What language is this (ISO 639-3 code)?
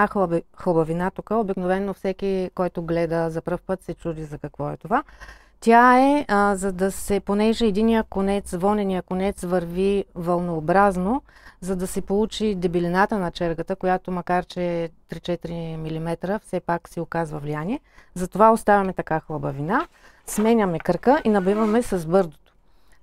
bul